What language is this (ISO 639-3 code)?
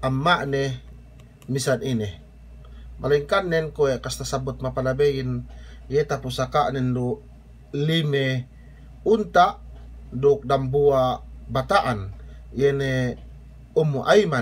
yka